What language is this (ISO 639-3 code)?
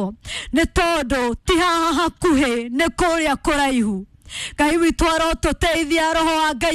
kik